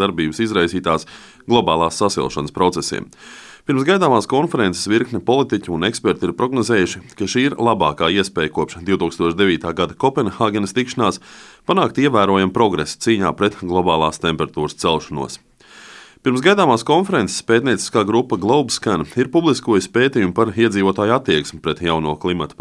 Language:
Latvian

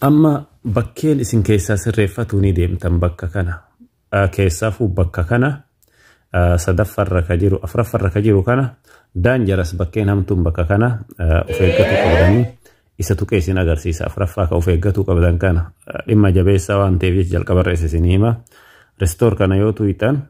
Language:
Oromo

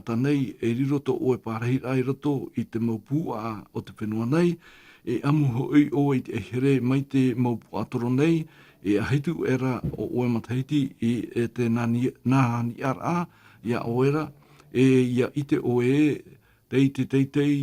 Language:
Tahitian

